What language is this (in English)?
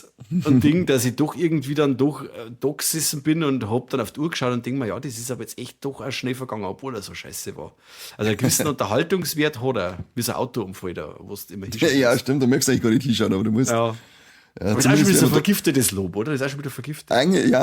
Bavarian